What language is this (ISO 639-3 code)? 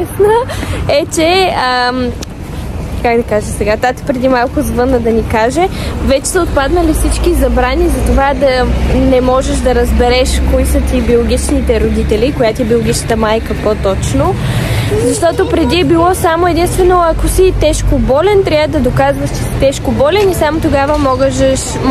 bul